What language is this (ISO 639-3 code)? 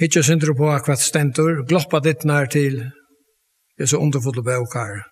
fao